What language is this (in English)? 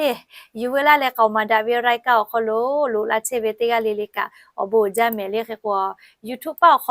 Lahu